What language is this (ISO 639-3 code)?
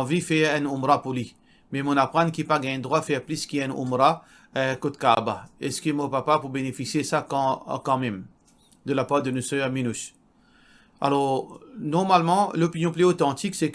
mfe